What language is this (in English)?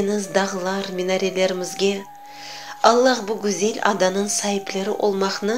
Crimean Tatar